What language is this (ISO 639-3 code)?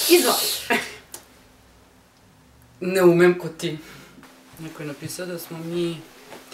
srp